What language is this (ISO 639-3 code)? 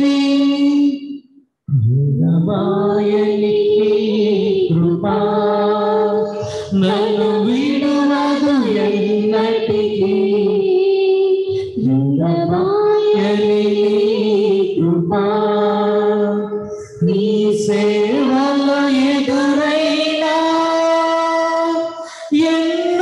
tel